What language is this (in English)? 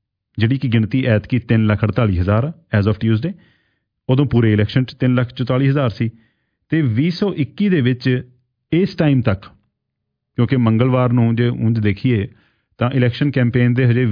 Punjabi